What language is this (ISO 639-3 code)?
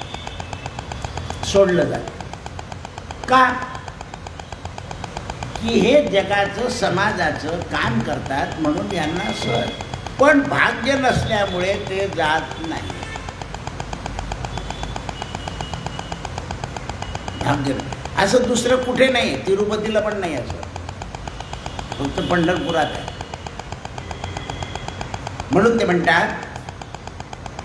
mar